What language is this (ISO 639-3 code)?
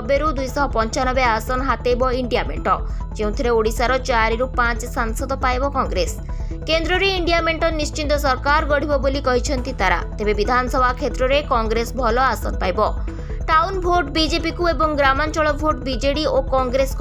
ori